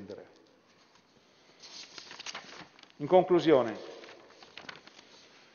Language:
Italian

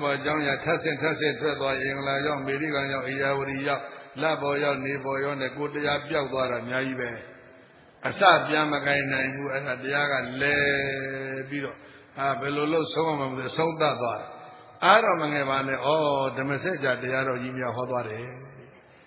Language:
Burmese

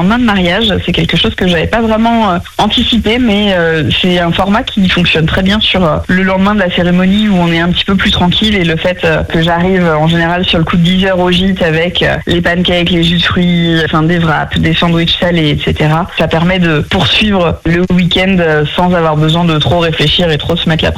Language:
French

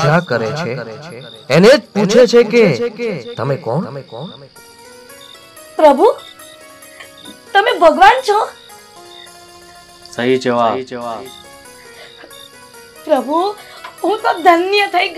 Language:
Gujarati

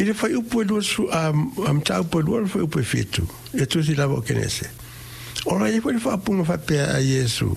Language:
Samoan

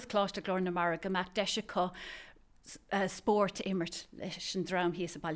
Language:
Irish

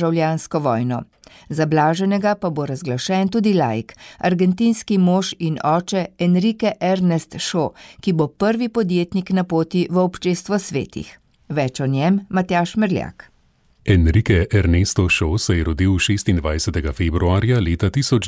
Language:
Slovenian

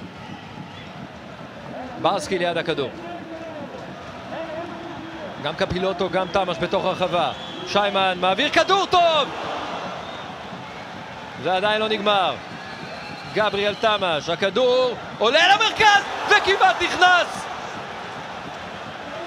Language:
Hebrew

